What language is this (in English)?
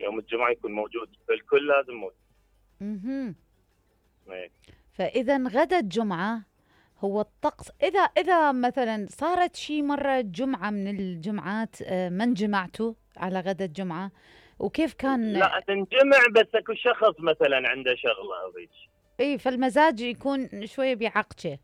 Mesopotamian Arabic